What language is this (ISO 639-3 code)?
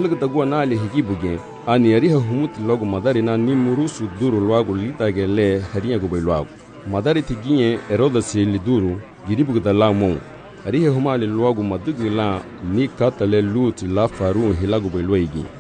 cab